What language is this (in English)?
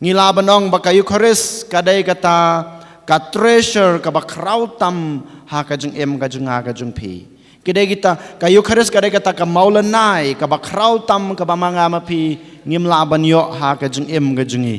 Khasi